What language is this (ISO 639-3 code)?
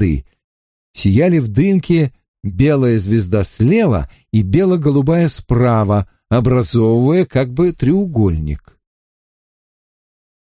rus